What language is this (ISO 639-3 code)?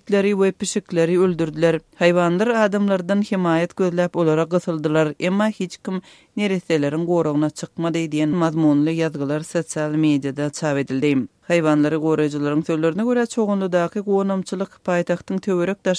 tuk